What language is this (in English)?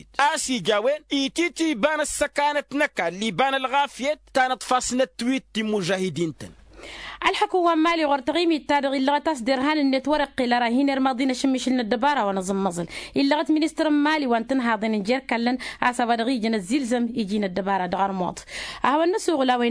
Tamasheq